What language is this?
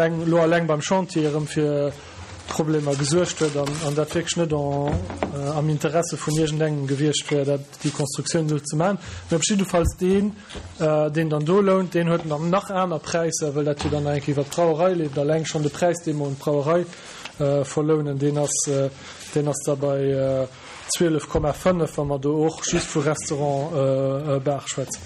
Luxembourgish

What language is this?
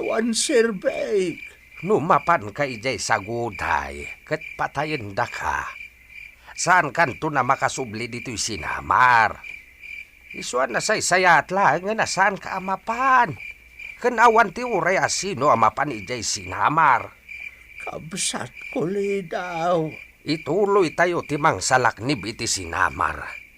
Iloko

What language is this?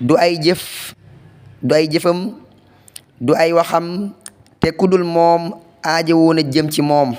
Wolof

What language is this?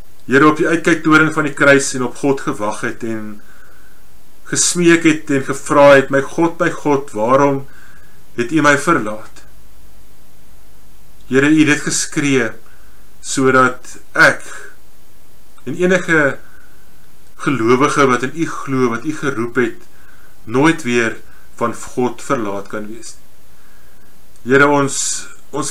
Afrikaans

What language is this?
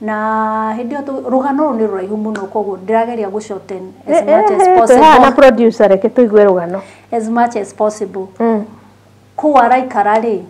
Kikuyu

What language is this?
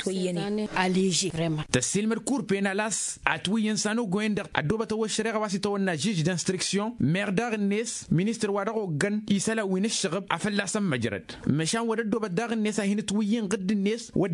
Tamasheq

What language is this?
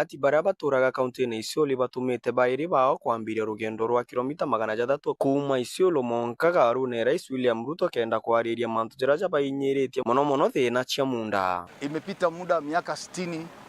Meru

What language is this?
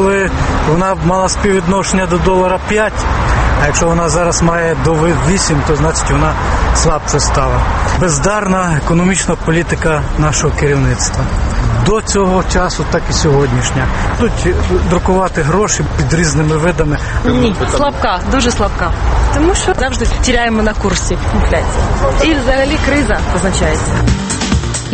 Ukrainian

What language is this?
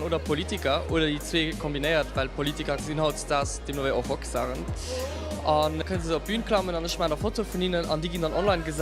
Luxembourgish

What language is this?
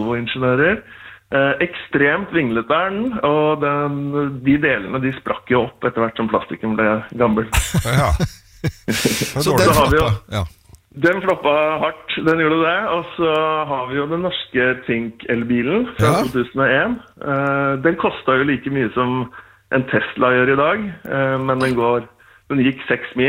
Norwegian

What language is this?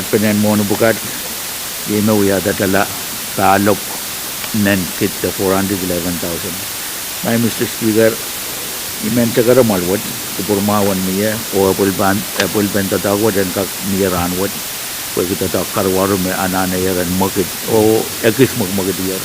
Pohnpeian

